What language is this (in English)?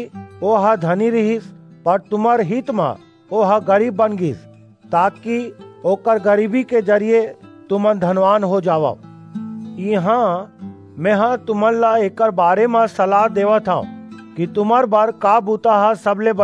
Chhattisgarhi